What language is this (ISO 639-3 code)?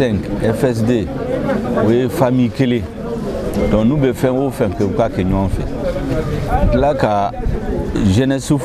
bam